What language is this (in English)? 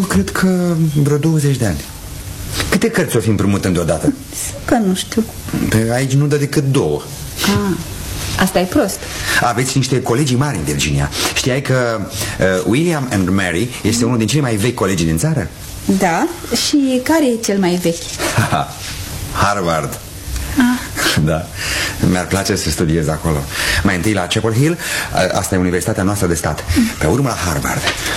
Romanian